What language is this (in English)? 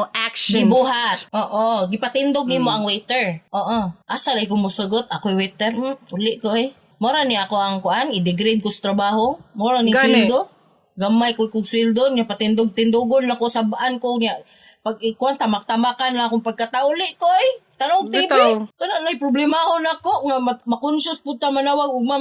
Cebuano